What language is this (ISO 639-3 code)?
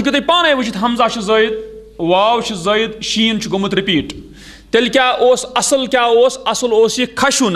kas